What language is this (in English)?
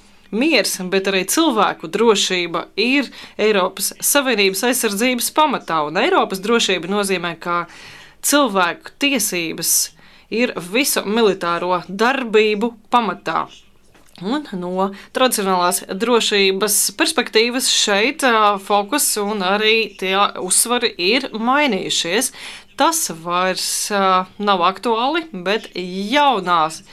Latvian